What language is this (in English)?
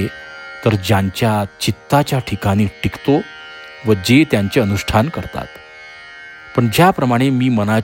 Marathi